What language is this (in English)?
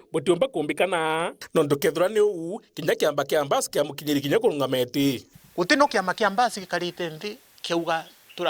Meru